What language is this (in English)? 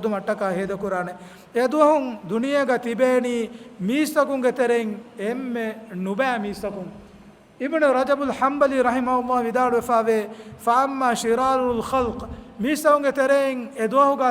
Divehi